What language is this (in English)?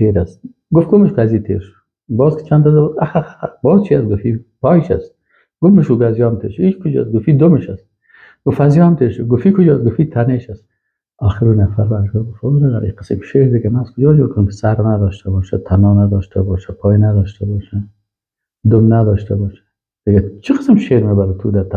Persian